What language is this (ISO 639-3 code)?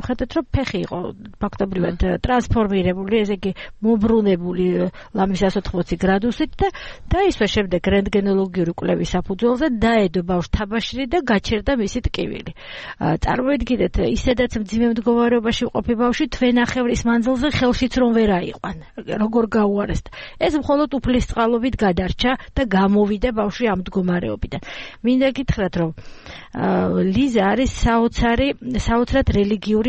kat